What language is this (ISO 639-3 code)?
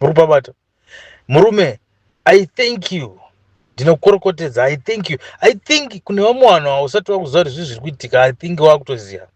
sna